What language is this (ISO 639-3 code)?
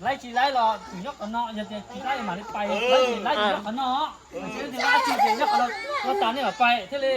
hmn